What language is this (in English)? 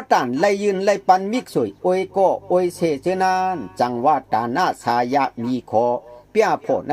Shan